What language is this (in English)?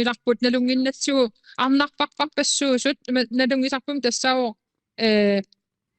Kalaallisut